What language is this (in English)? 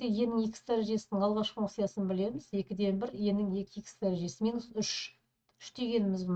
Kazakh